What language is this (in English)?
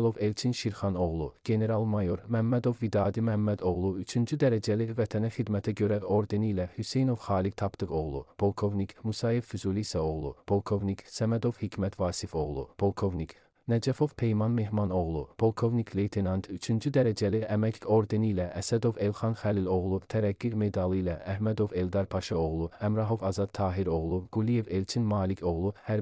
Azerbaijani